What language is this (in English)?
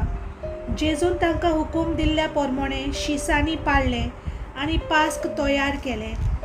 Konkani